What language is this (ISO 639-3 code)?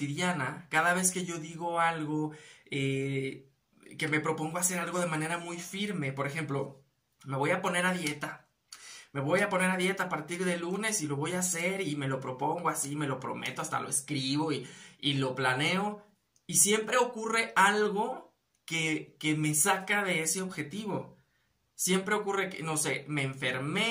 spa